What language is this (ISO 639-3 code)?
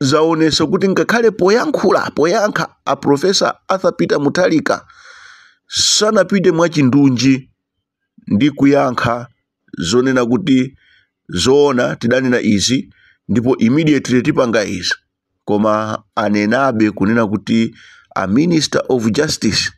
nya